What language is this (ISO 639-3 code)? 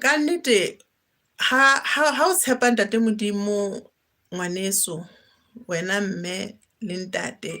sot